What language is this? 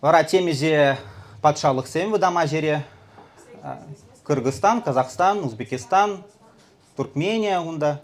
Chuvash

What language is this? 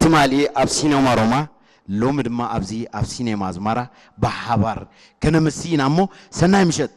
Tigrinya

